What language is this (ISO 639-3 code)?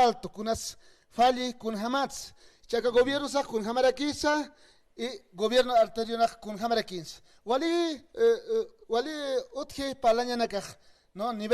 aym